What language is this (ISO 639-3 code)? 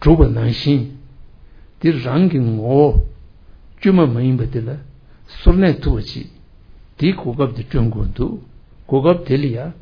bod